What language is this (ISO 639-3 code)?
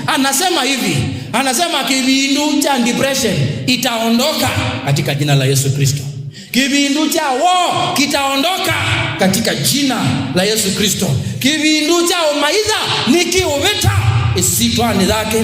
kam